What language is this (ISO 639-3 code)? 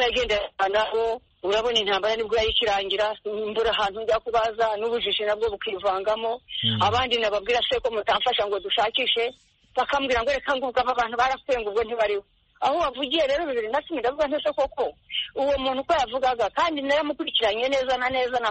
kin